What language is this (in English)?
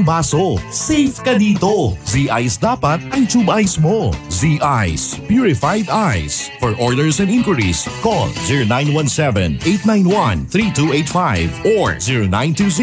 Filipino